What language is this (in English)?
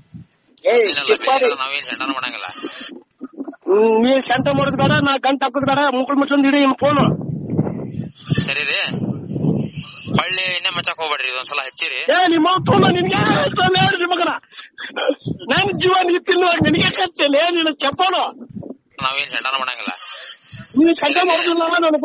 Kannada